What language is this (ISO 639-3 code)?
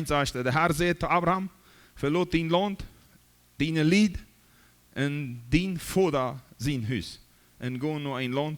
pdt